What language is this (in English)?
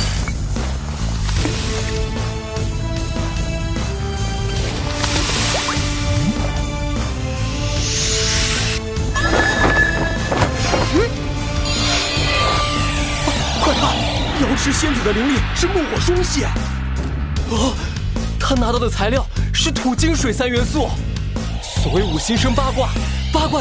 Chinese